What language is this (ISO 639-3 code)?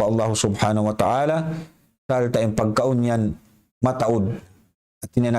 tsg